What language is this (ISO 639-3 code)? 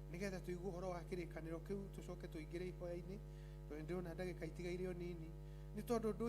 kik